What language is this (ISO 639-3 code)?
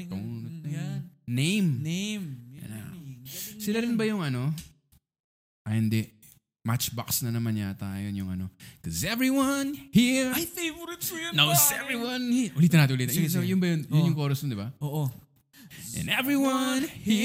fil